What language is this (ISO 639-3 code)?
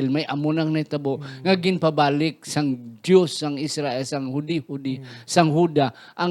hil